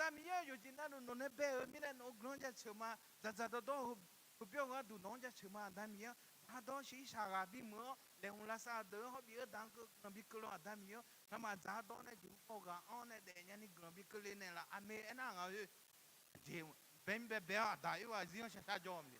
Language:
Akha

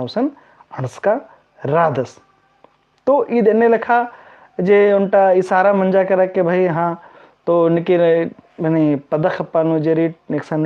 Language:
Kurukh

